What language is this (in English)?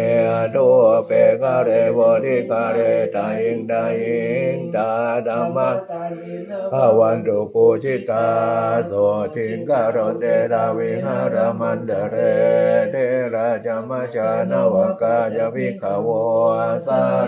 Pali